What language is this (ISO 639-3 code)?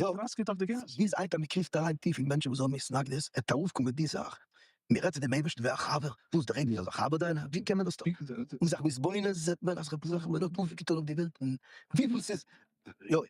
yid